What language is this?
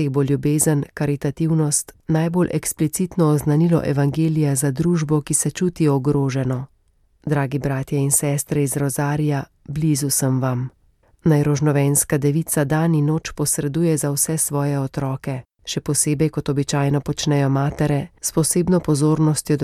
Slovenian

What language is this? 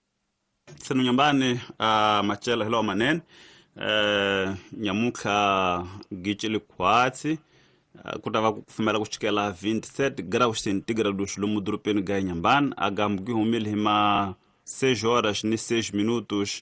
Tsonga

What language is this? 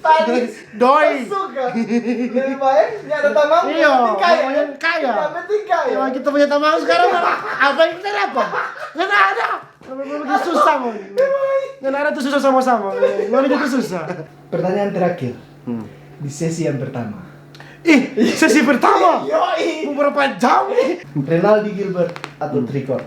Manado Malay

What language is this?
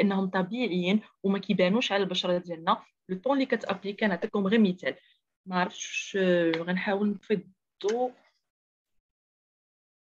Moroccan Arabic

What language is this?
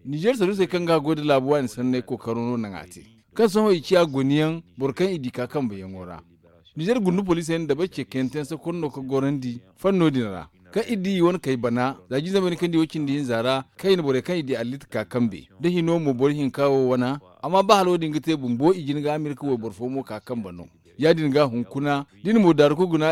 Zarma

